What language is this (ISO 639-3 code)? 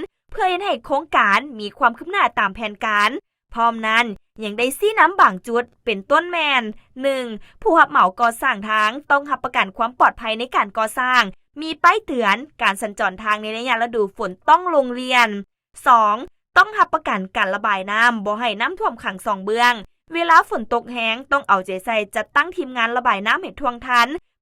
lao